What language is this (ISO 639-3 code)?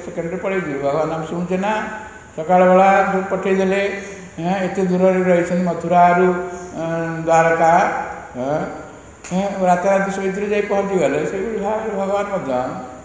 ori